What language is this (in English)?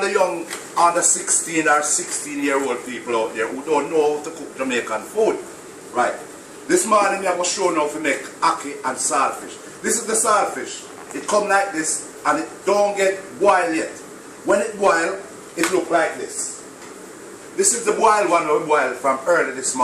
Jamaican Creole English